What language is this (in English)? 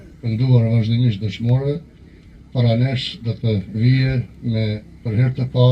Albanian